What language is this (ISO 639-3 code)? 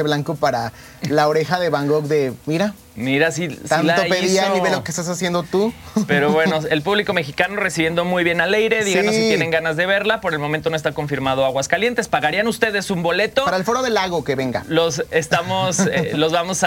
spa